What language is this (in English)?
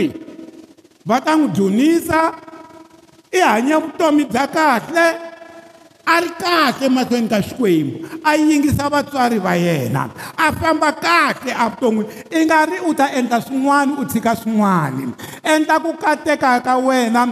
Tsonga